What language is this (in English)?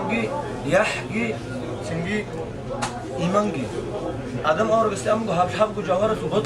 Avaric